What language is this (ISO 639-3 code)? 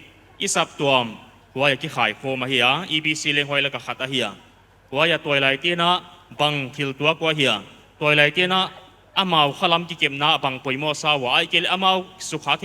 pck